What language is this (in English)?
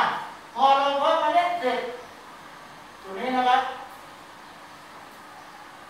Thai